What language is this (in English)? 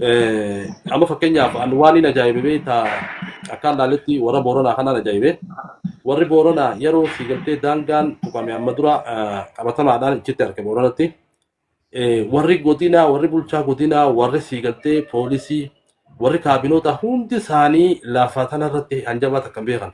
Oromo